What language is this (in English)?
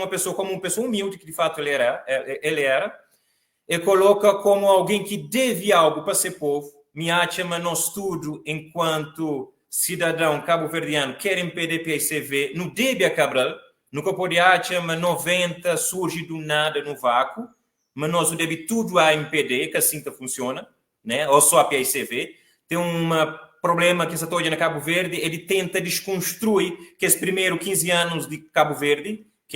Kabuverdianu